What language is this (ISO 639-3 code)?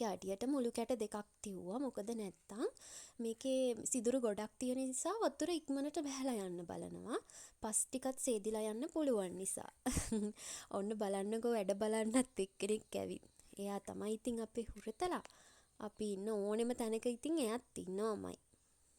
sin